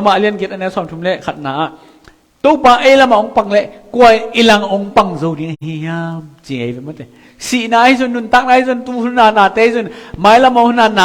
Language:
Tedim Chin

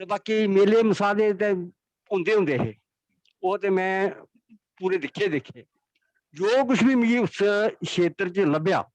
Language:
Dogri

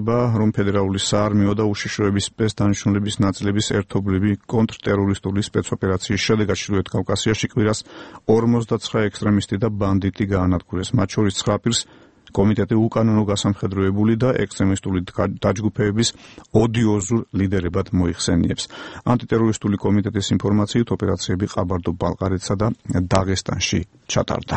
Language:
Georgian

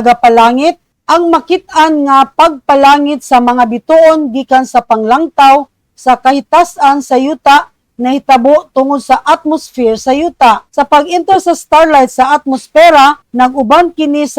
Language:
Cebuano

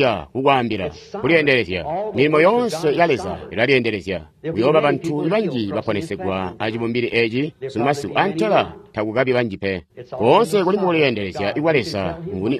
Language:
Tonga (Zambia)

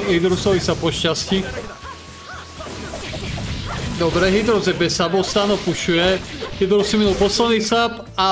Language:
Slovak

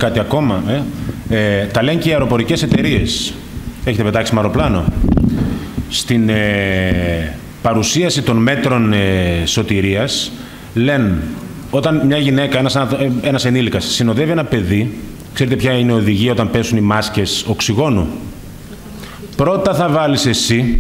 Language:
Greek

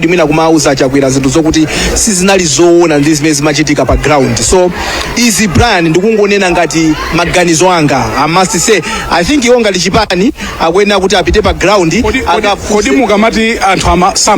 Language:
Nyanja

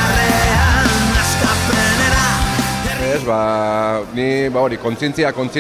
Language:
Basque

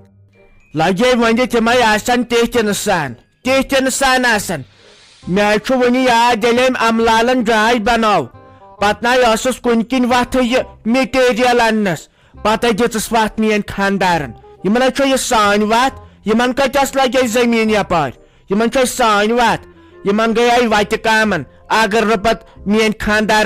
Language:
Kashmiri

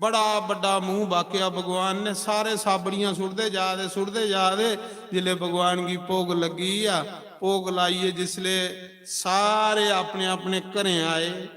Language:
Dogri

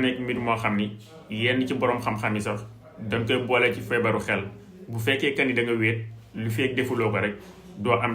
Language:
Wolof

